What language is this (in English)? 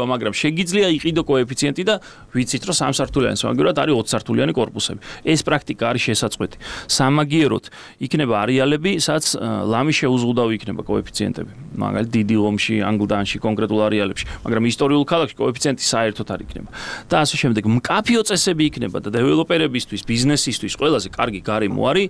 Georgian